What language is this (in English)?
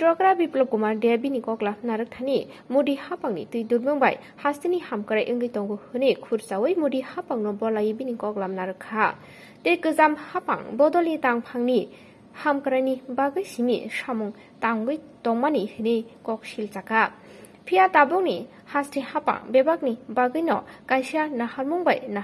Kok Borok